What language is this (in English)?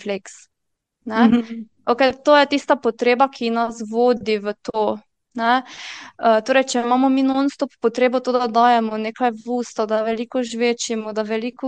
Slovenian